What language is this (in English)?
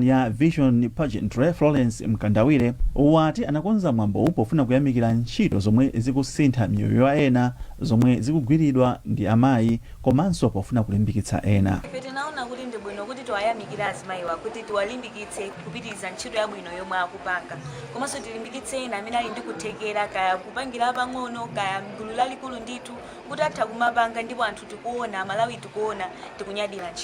Nyanja